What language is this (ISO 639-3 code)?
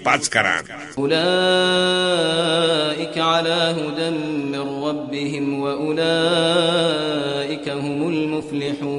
kas